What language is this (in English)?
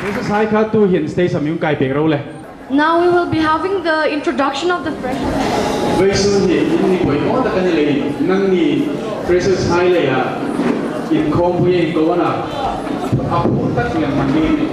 Hmar